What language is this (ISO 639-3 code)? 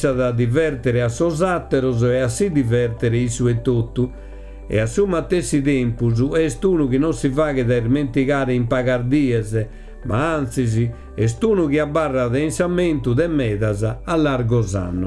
srd